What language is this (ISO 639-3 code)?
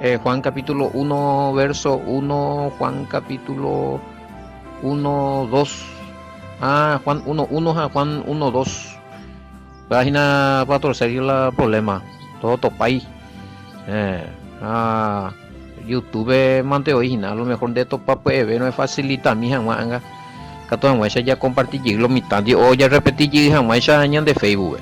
grn